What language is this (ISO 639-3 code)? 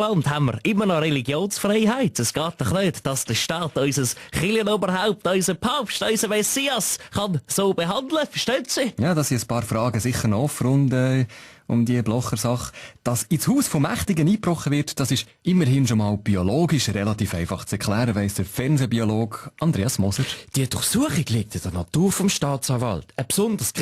gsw